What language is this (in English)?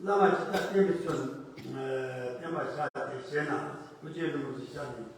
Tibetan